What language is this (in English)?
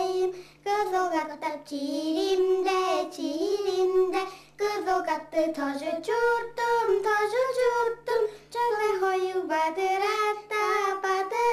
Tuvinian